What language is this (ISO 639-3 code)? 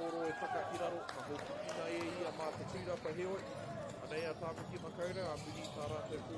mri